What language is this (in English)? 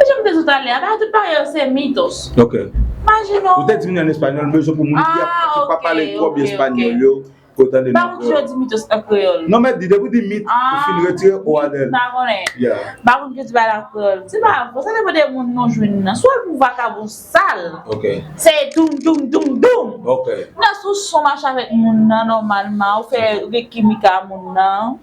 Haitian Creole